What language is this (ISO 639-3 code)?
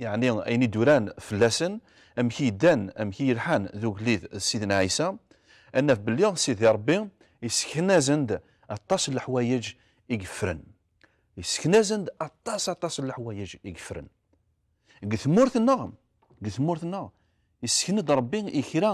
kab